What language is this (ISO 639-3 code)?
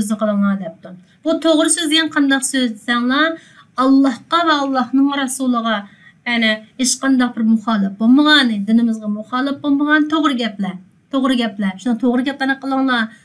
uig